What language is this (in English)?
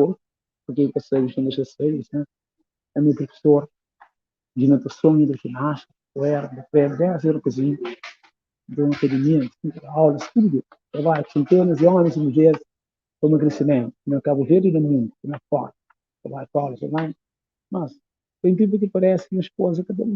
Kabuverdianu